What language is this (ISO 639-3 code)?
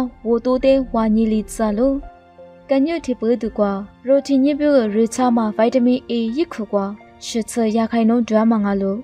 lis